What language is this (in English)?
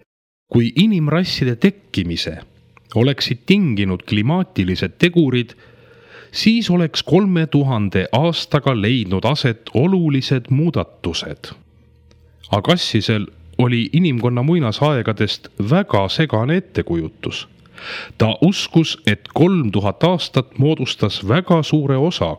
Estonian